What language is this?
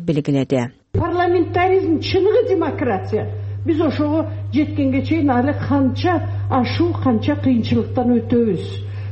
Kyrgyz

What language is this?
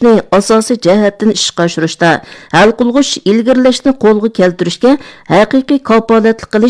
Uyghur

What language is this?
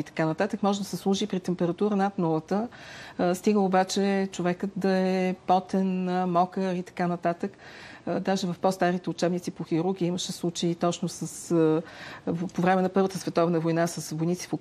Bulgarian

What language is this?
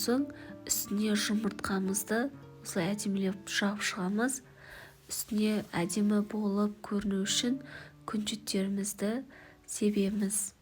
Kazakh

